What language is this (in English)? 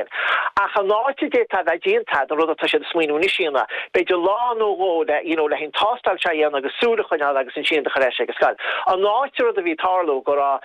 Irish